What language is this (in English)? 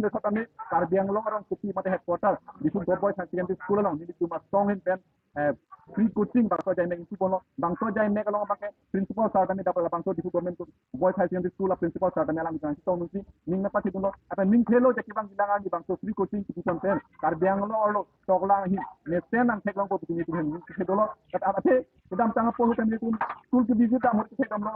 Karbi